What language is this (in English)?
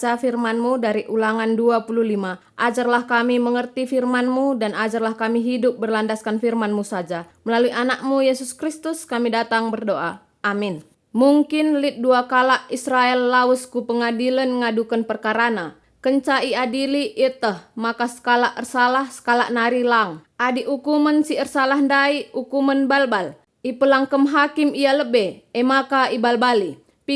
Batak Karo